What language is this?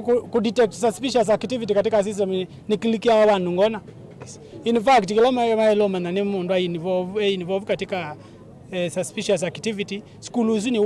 Kamba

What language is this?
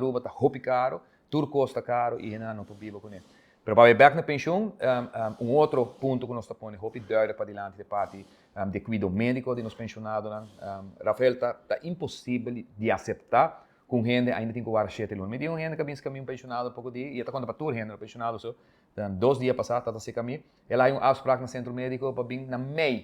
Papiamento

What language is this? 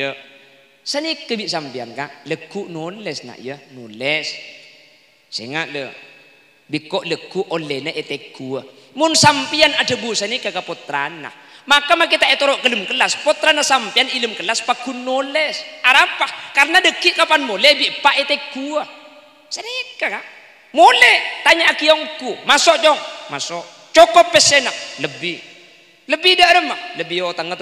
Madurese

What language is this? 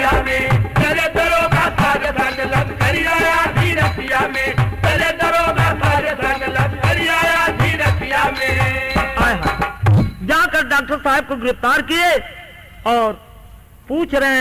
Bhojpuri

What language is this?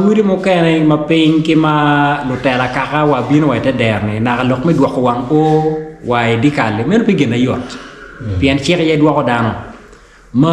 Acoli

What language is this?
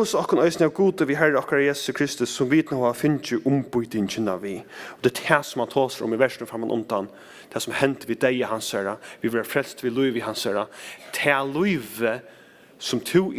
Faroese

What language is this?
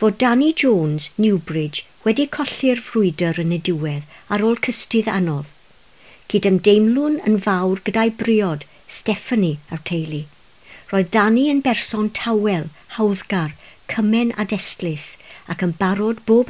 Welsh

